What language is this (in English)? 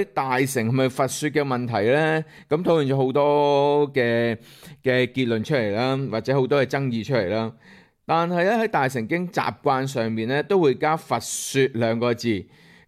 Cantonese